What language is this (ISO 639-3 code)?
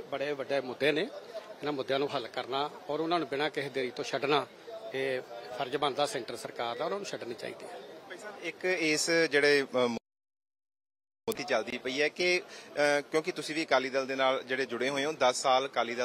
pan